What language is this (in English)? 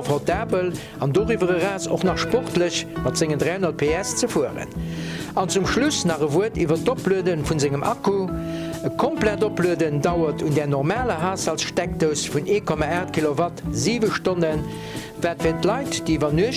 Luxembourgish